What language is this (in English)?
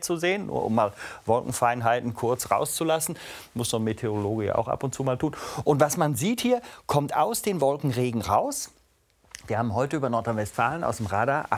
German